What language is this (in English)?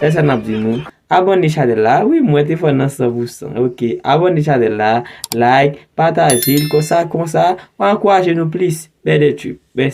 Haitian Creole